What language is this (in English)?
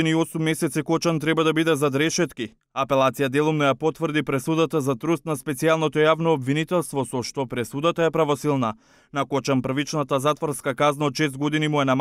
Macedonian